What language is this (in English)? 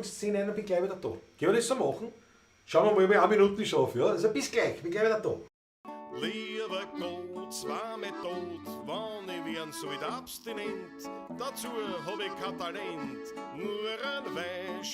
Bavarian